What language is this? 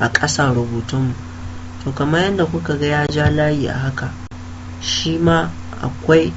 Hausa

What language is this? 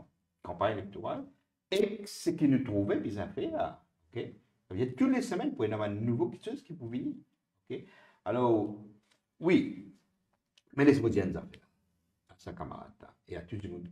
Morisyen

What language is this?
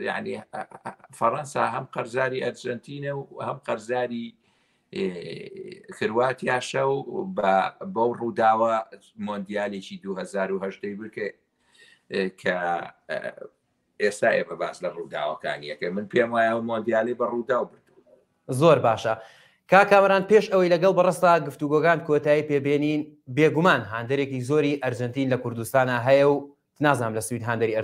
Central Kurdish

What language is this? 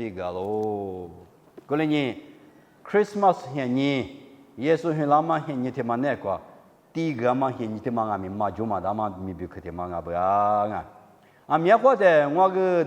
Lisu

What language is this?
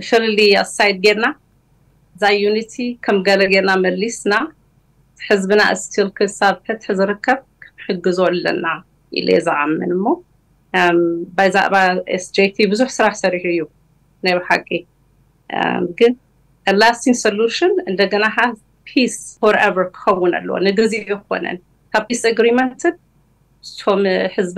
Tigrinya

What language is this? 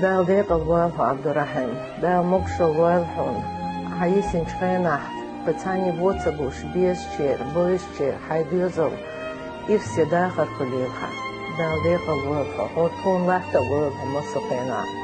Chechen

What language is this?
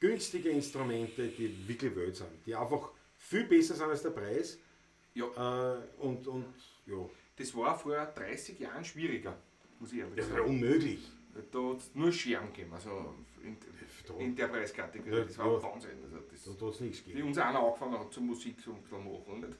Bavarian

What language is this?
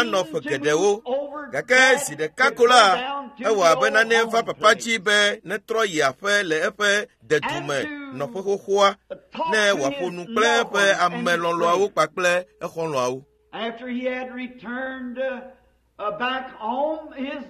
Ewe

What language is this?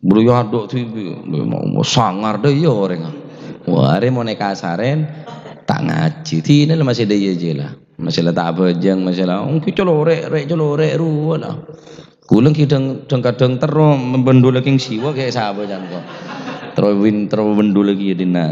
Madurese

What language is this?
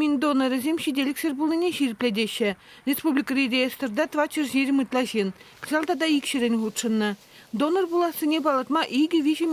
Chuvash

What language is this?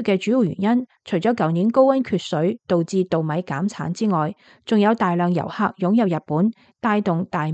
Cantonese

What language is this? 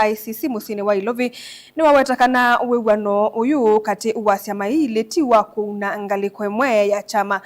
Kamba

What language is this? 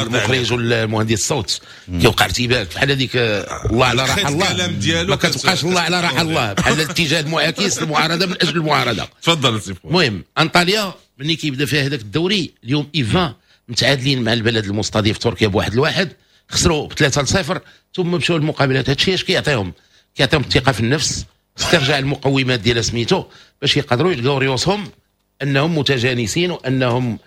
Moroccan Arabic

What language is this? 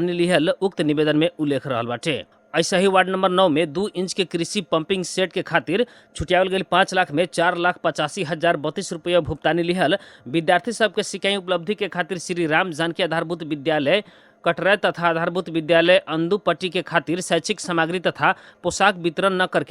Bhojpuri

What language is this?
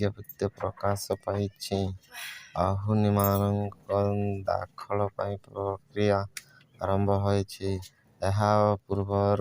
Odia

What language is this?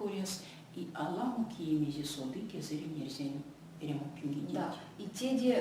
Erzya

